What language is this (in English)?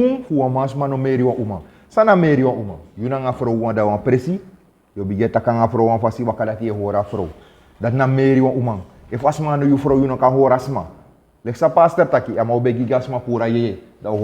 Sranan Tongo